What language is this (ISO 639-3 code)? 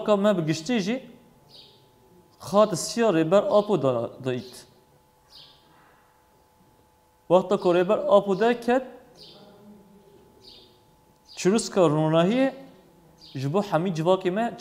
kur